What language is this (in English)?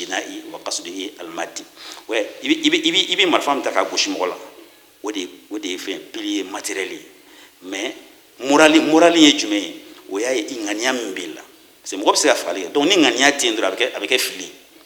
Bambara